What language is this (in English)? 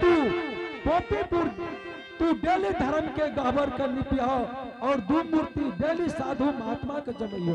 Angika